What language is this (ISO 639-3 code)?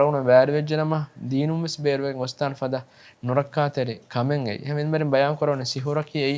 div